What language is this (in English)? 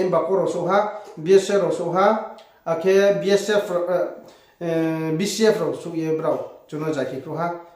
Riang (India)